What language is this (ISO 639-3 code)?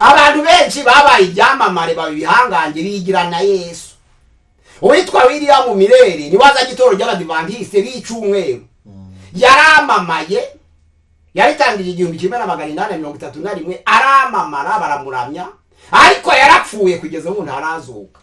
kin